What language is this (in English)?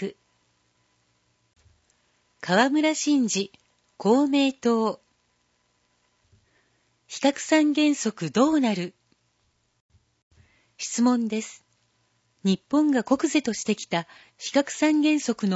Japanese